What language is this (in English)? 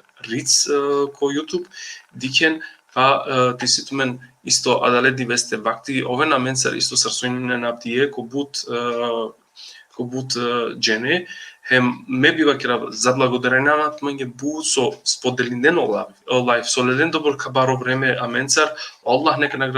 Balkan Romani